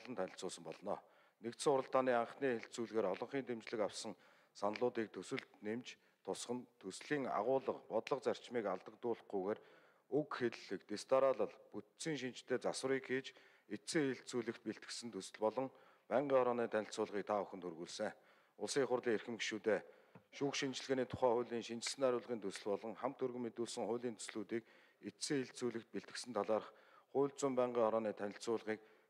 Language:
Mongolian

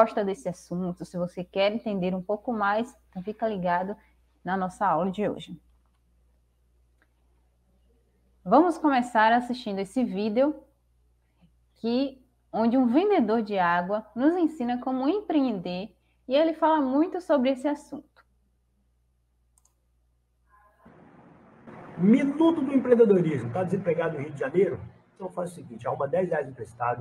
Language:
Portuguese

